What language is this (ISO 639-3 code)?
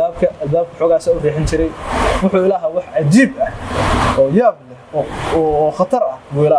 som